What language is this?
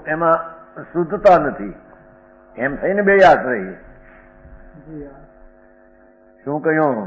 Gujarati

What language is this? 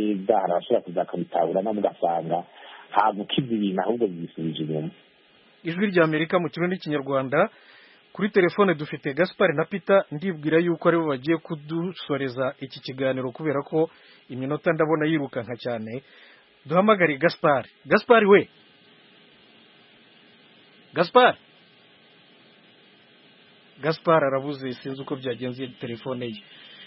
Kinyarwanda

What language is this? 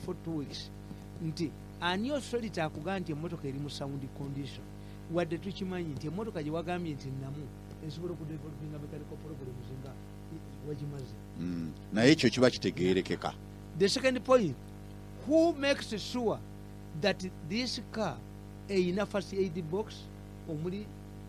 Ganda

